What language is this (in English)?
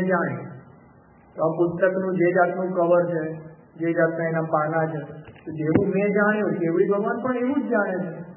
Gujarati